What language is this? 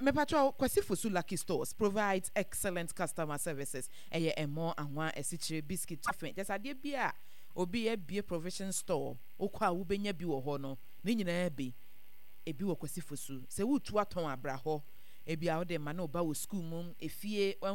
Akan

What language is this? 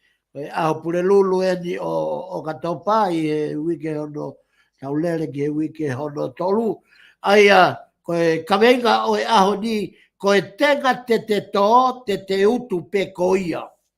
Tongan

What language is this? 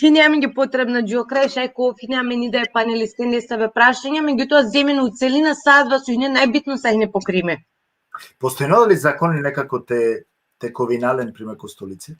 Balkan Romani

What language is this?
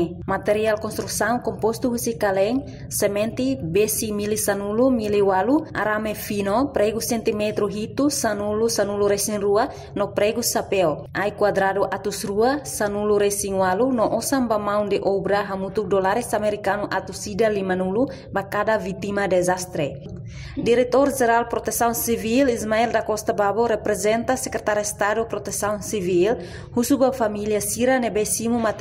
Tetum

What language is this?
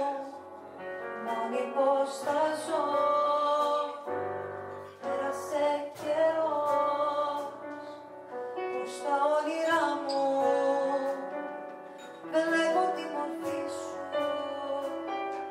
Greek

